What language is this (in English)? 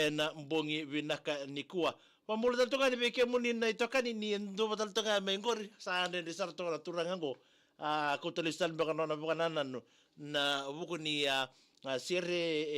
Fijian